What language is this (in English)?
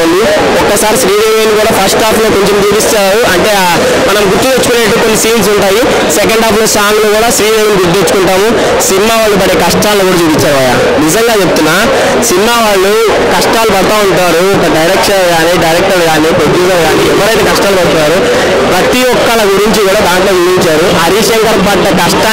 Telugu